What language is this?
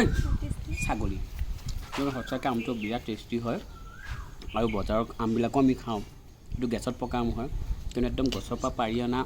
Assamese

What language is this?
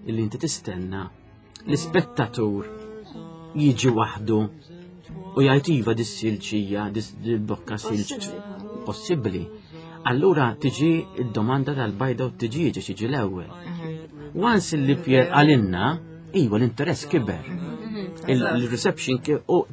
Maltese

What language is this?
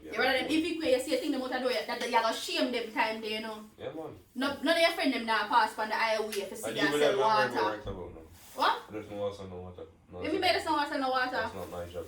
Jamaican Creole English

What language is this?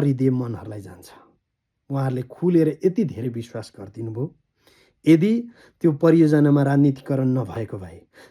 Nepali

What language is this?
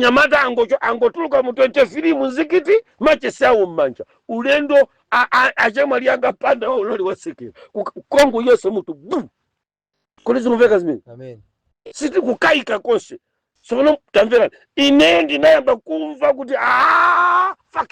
Nyanja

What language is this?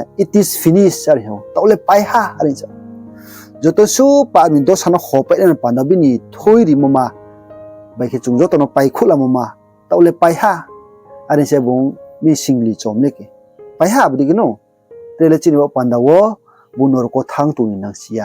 Riang (India)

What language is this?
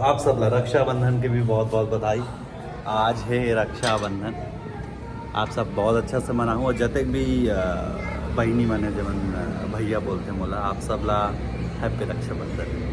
Chhattisgarhi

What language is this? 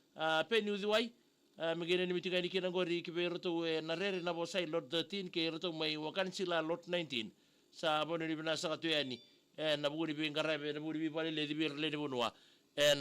Fijian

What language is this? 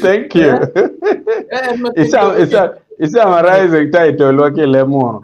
Acoli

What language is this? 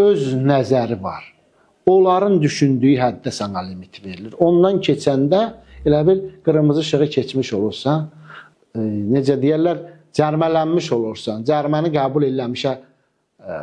Azerbaijani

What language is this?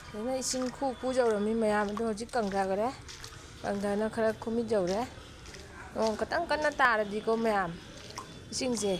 Manipuri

